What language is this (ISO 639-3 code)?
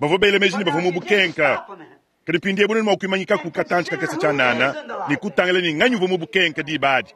lua